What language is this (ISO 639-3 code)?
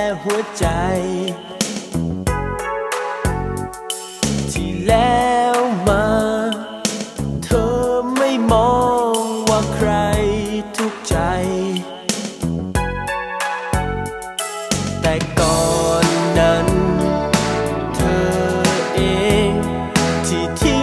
tha